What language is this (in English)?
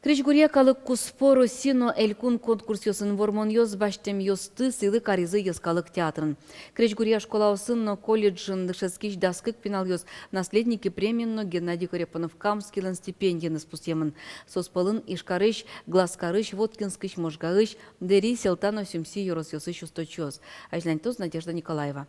Udmurt